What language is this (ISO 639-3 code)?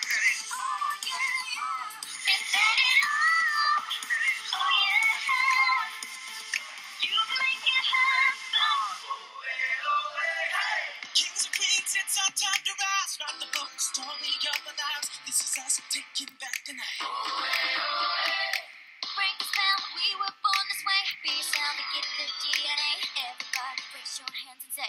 eng